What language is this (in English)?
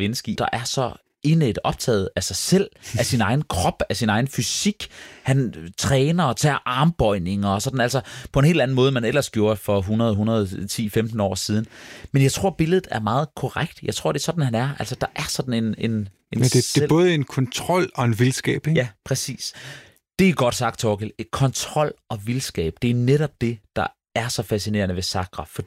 Danish